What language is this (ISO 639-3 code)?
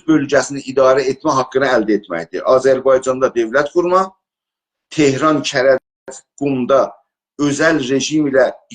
azb